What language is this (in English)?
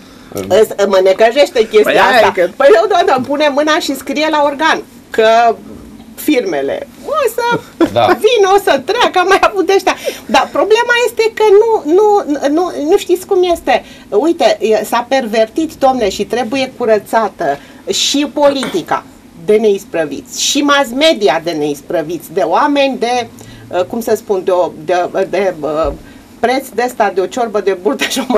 Romanian